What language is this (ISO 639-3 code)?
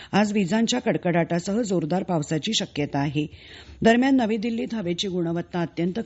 mar